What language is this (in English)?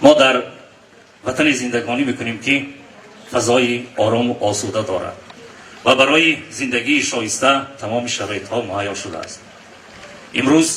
Tajik